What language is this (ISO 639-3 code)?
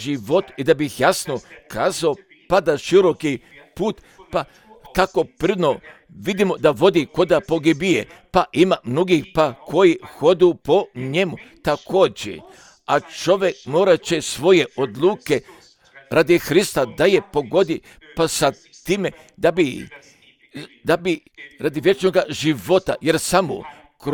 hrv